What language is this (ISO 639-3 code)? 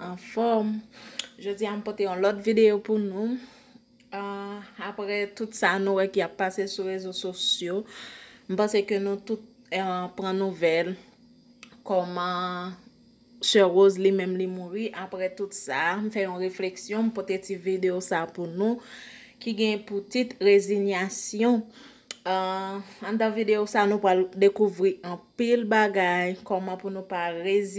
hat